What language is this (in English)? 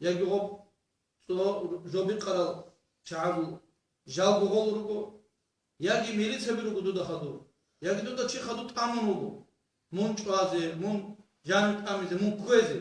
Avaric